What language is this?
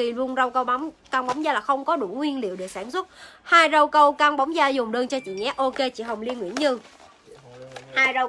Vietnamese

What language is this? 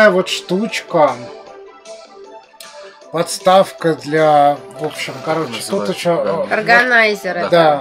Russian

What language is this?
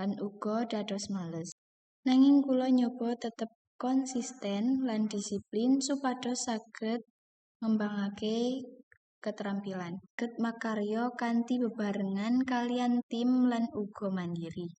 Javanese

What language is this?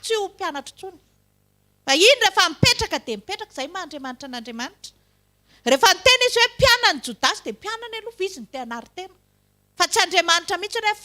Malagasy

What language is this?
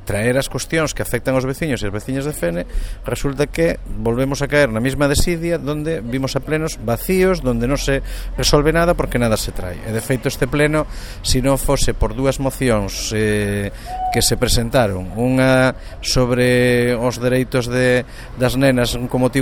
Galician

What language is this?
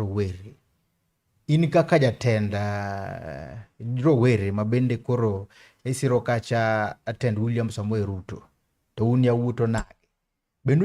Luo (Kenya and Tanzania)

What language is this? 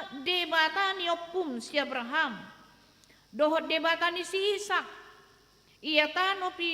Batak Toba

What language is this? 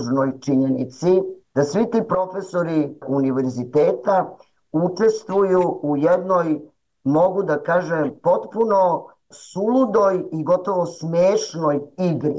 Serbian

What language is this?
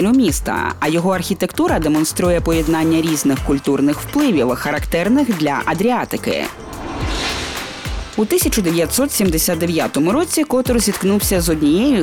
Ukrainian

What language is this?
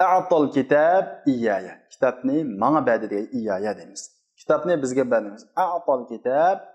Uyghur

